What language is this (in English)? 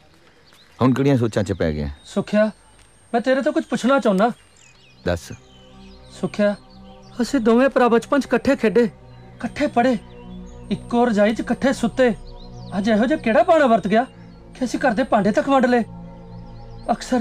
Punjabi